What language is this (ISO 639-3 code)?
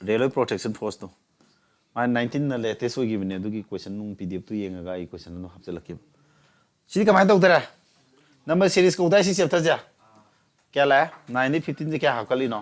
mni